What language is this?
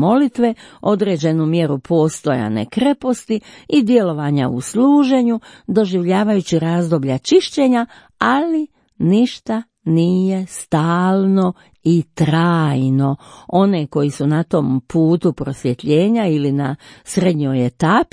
Croatian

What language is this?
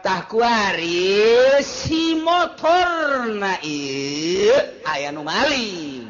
Sundanese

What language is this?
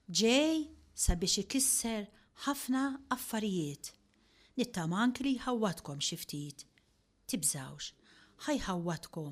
Maltese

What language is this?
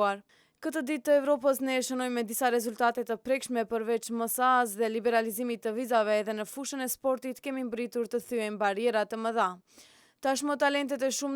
Albanian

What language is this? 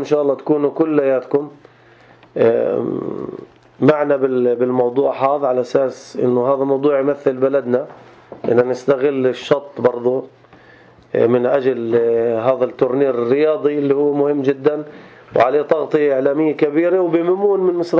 North Levantine Arabic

